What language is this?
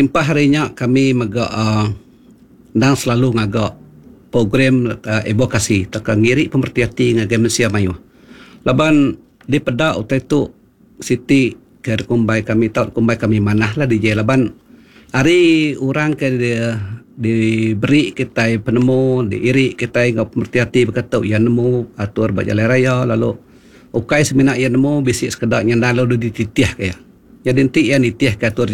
Iban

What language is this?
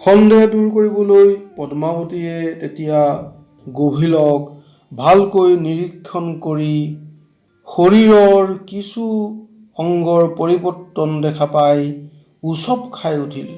Assamese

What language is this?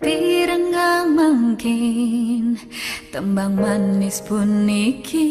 Balinese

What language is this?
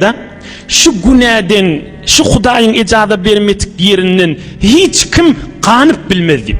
Turkmen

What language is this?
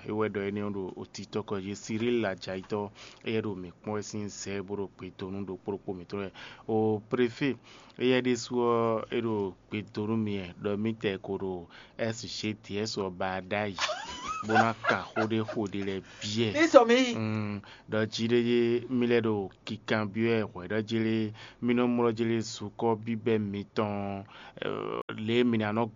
Fon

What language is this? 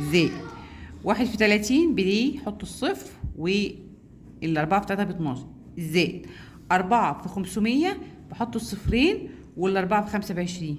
Egyptian Arabic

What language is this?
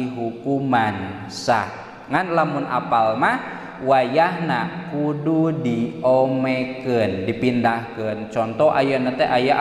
Sundanese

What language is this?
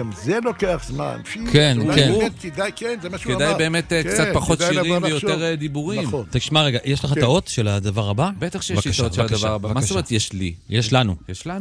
Hebrew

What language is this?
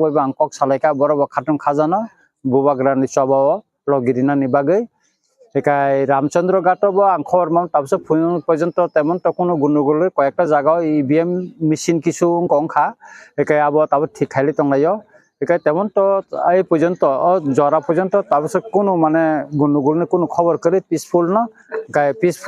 Kok Borok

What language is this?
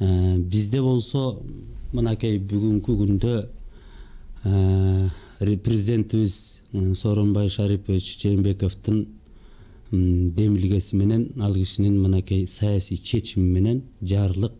Kyrgyz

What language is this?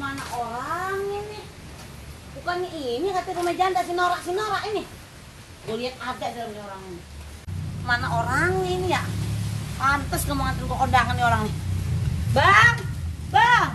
Betawi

